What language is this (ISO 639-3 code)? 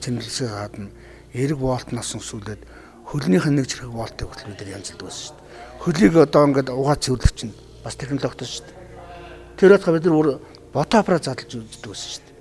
mon